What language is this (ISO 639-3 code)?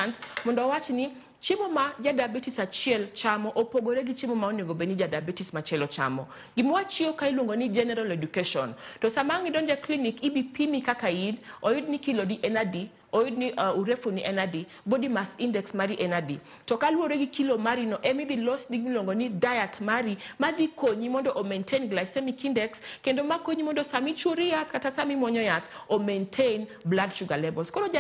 luo